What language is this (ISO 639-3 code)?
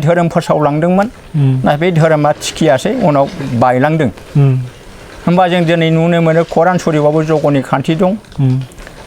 brx